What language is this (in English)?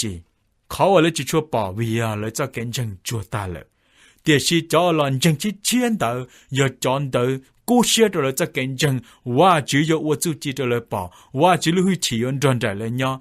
Hmong